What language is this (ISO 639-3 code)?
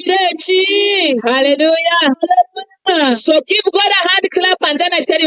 nyn